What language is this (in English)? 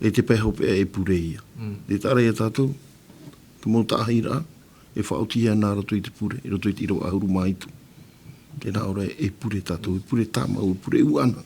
Tahitian